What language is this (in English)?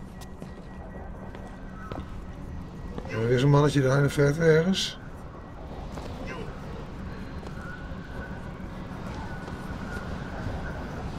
Dutch